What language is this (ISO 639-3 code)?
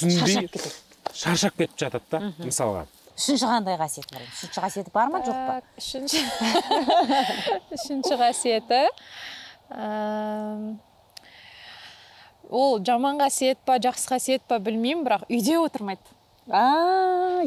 kaz